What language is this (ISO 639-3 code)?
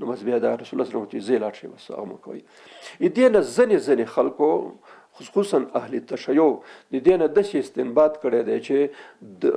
pus